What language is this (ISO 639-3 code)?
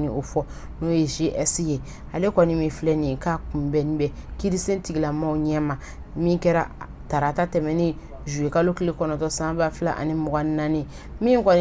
bam